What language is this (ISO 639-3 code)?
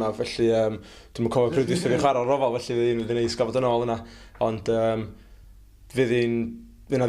cym